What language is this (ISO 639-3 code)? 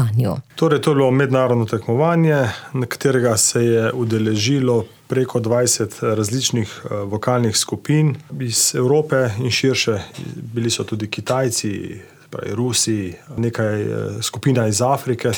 slv